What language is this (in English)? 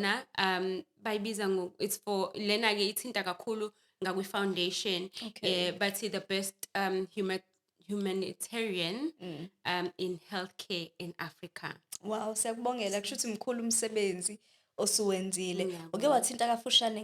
Zulu